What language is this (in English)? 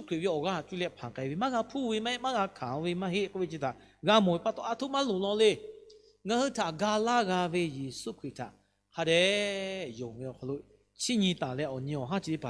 Lahu